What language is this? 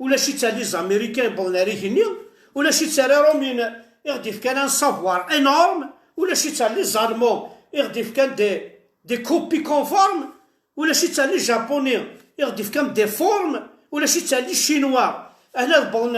Kabyle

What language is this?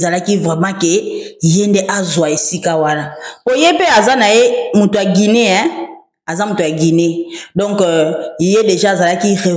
Lingala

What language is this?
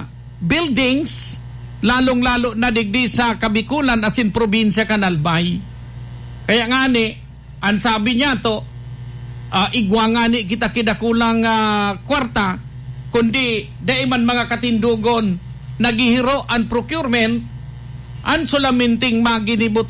Bikol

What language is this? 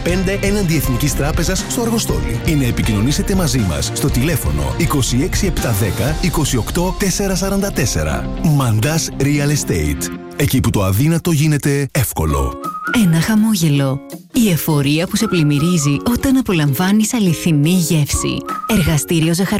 Greek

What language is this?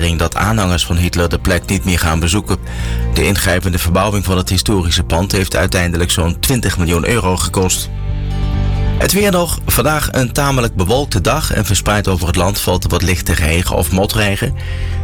Dutch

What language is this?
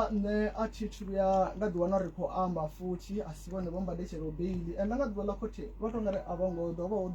Venda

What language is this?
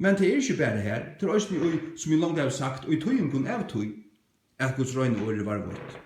Faroese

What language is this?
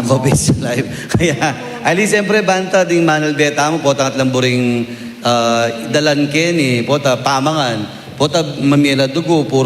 Pampanga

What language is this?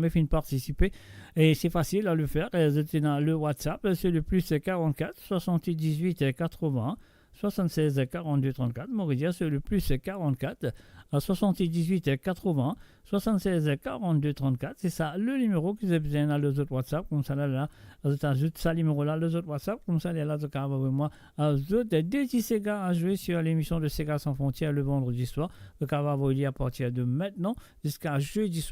Morisyen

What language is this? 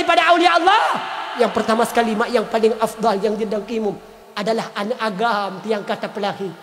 Achinese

